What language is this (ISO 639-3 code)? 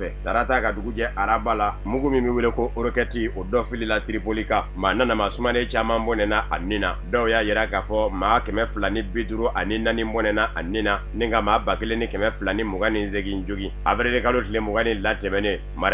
bam